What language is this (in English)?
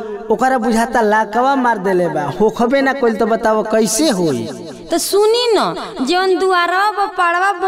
Bhojpuri